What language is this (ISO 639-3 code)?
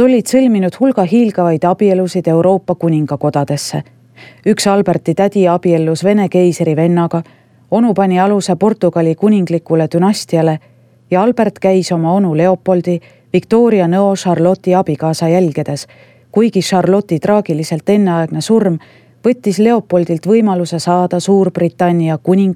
est